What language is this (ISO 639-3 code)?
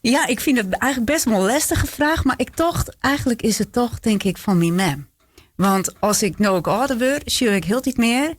fry